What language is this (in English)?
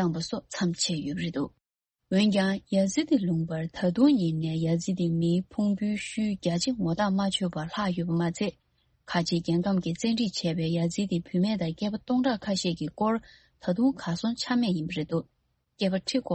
Tibetan